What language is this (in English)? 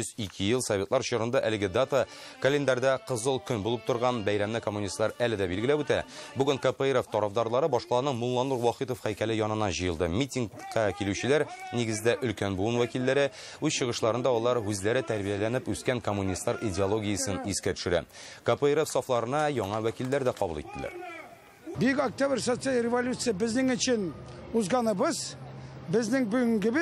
Tatar